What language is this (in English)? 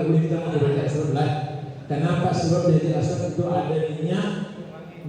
Banjar